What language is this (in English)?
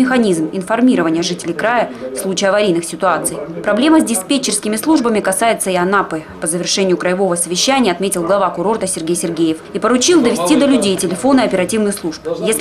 Russian